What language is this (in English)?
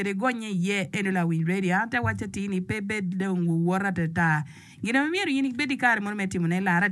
Acoli